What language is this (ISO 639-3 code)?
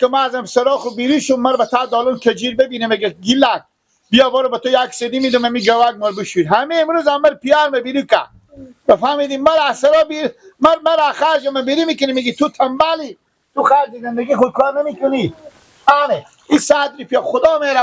fas